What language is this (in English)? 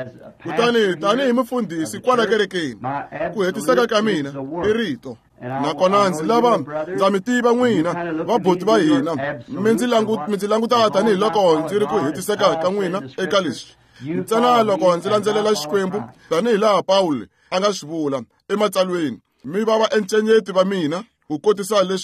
Tsonga